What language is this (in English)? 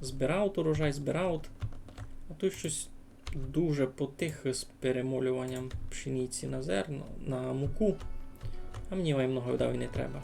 Rusyn